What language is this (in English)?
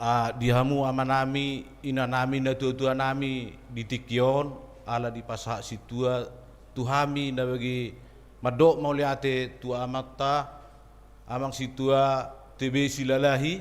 Batak Toba